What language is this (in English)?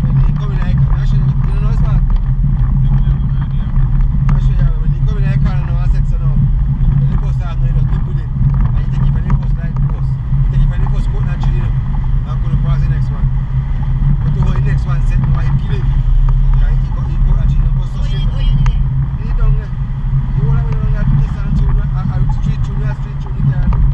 Jamaican Creole English